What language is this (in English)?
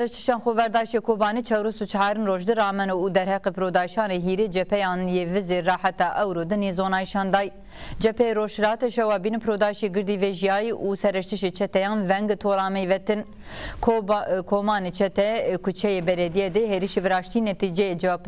Zaza